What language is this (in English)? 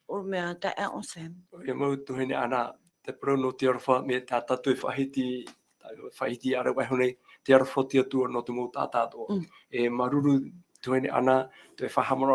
Tahitian